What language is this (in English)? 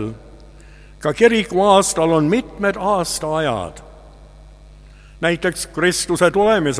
Estonian